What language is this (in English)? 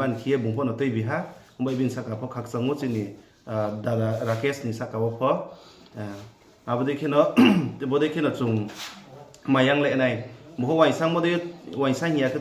Riang (India)